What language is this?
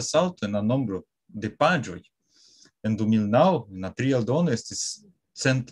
Esperanto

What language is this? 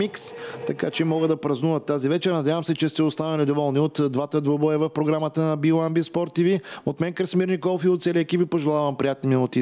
Bulgarian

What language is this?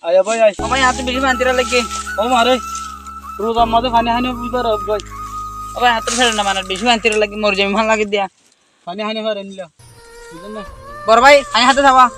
Rohingya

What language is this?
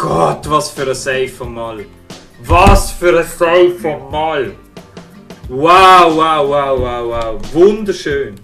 Swiss German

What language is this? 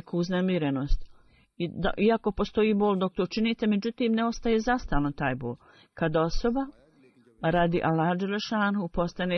Bosnian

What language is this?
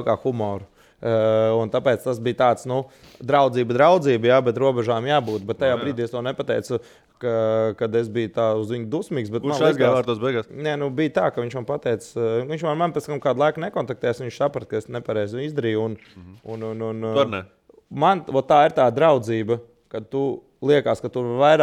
Latvian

